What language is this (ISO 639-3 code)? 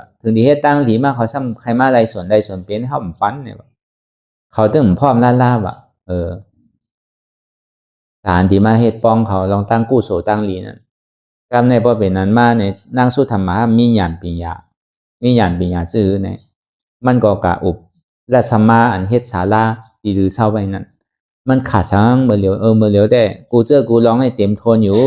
shn